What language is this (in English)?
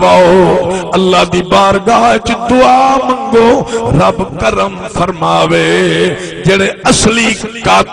Saraiki